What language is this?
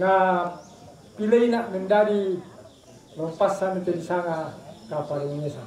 Toraja-Sa'dan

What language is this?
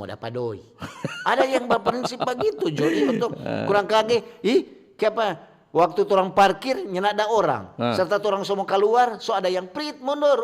Manado Malay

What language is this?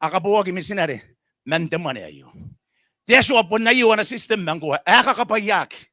Gilbertese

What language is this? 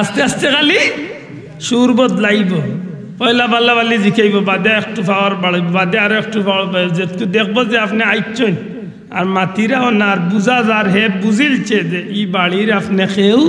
Sylheti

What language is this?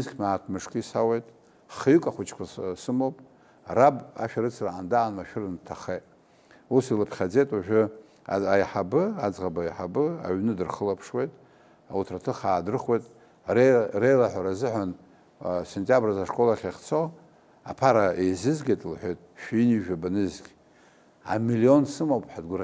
Abkhazian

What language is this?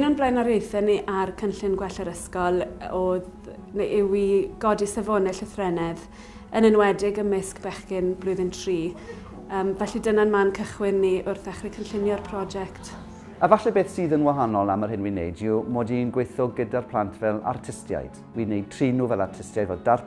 Welsh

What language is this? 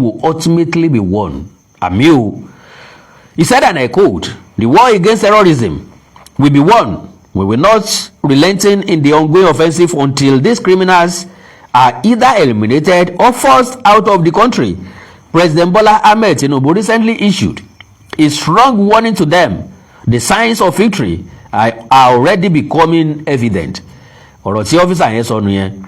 Yoruba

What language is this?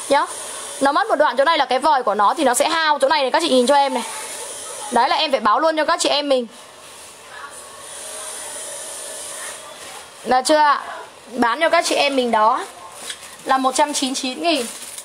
Vietnamese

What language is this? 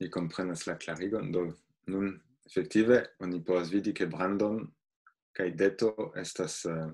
Esperanto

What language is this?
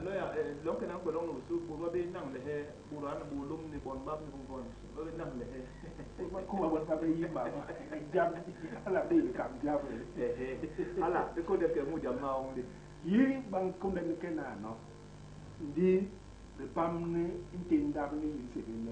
Basaa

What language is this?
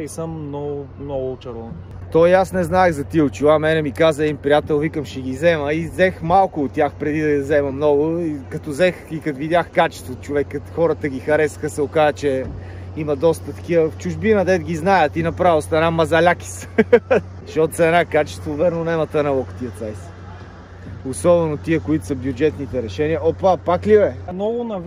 Bulgarian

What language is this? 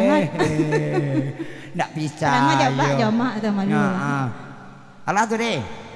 Minangkabau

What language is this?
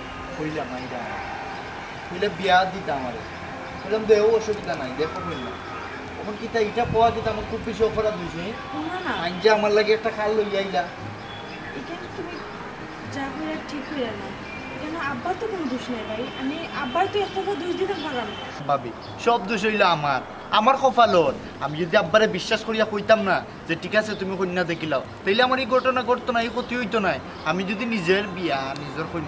Sylheti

